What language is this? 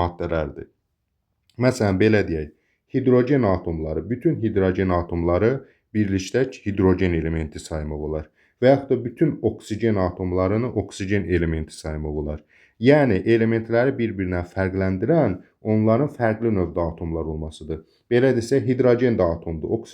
Azerbaijani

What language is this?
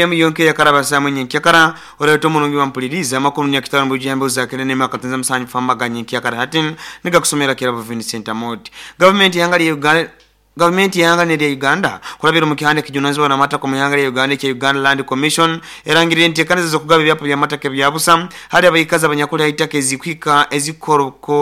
Nyoro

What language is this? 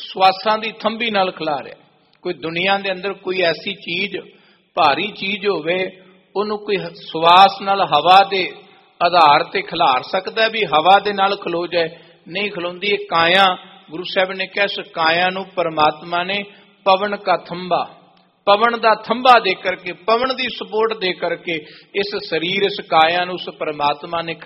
Punjabi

